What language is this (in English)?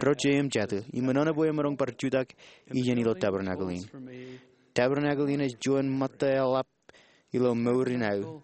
Marshallese